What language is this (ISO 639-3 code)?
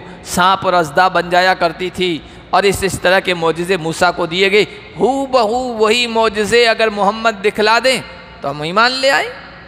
urd